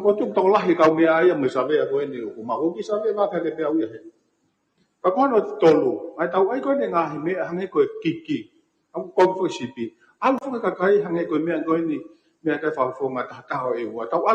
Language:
Tongan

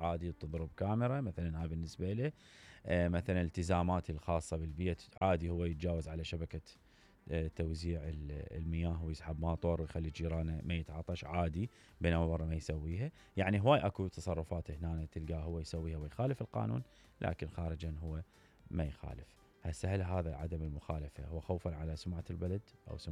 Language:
Mesopotamian Arabic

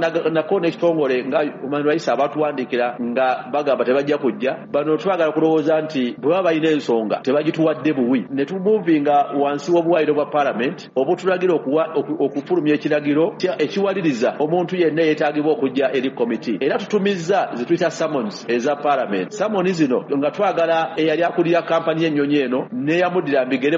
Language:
Ganda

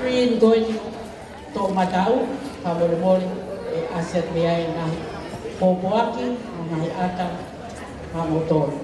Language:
Tongan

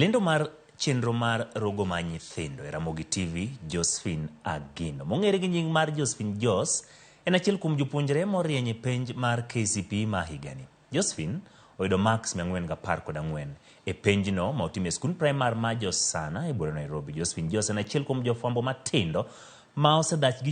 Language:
Luo (Kenya and Tanzania)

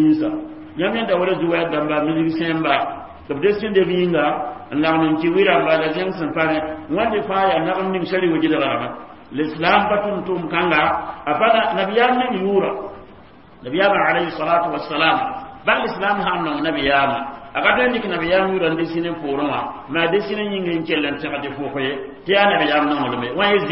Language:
Mossi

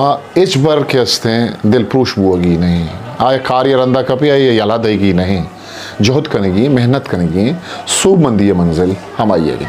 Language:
Eastern Balochi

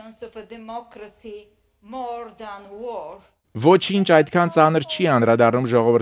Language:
Armenian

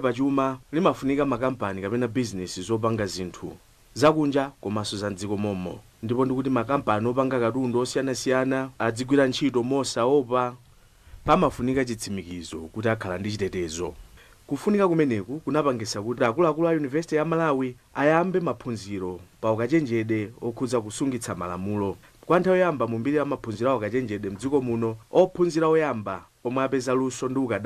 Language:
Nyanja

